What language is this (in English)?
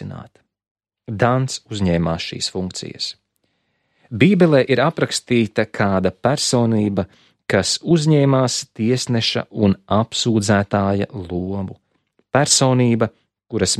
Latvian